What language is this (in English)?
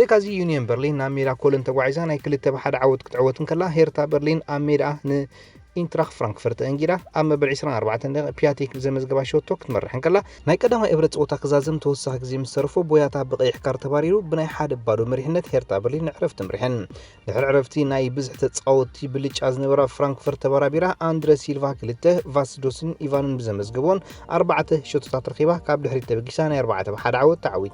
Tigrinya